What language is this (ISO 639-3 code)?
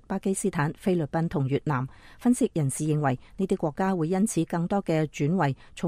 yue